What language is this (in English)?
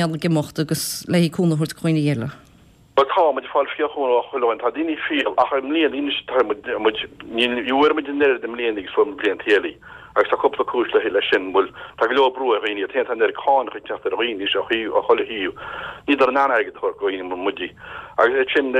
Irish